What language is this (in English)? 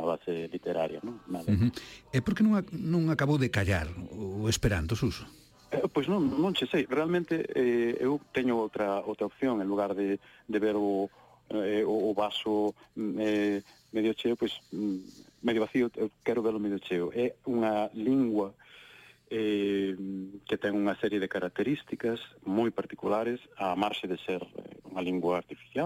Galician